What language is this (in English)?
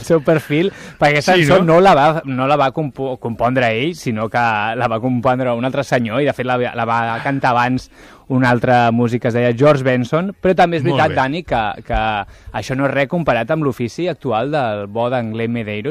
Catalan